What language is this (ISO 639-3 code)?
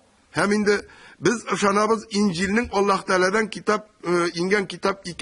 tat